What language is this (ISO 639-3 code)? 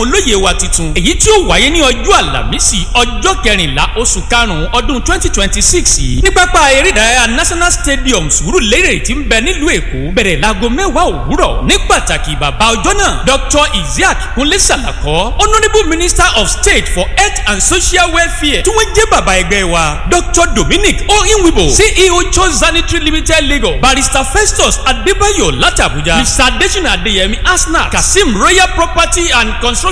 yor